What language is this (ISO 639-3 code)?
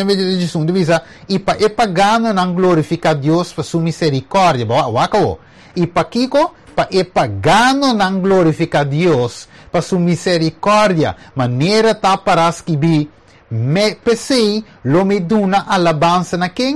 pap